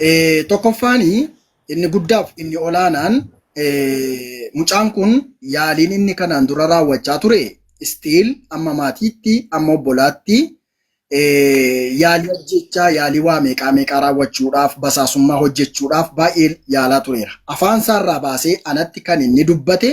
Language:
Oromo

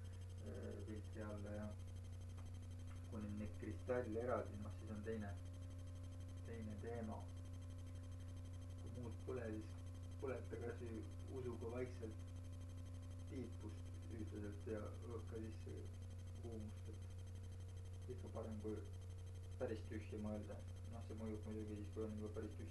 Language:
Estonian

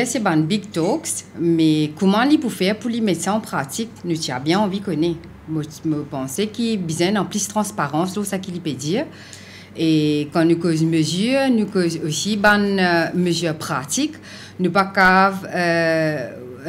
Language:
Morisyen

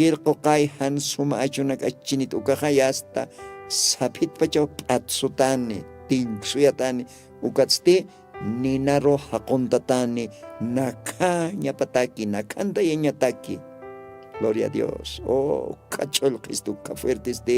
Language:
Aymara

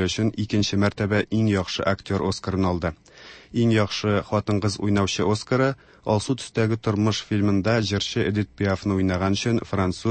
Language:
Tatar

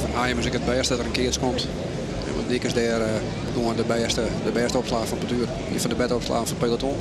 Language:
Western Frisian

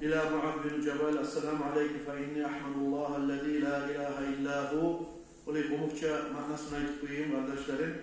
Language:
Kumyk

